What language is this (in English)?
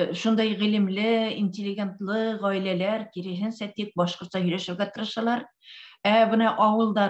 Bashkir